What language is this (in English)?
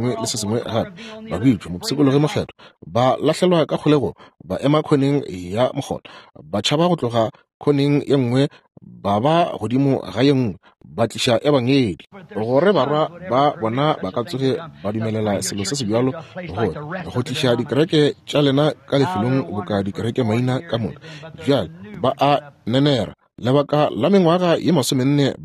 Northern Sotho